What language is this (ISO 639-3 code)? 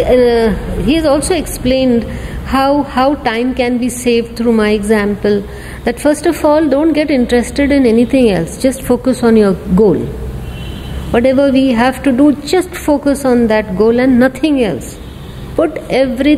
eng